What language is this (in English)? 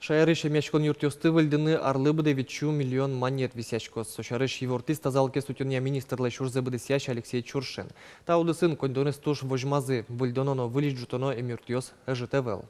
Udmurt